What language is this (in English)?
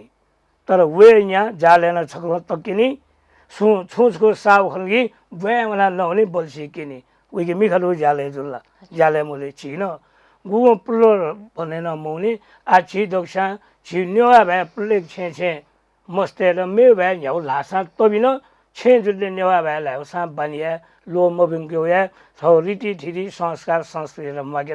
Newari